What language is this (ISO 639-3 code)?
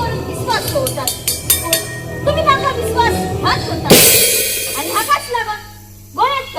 kok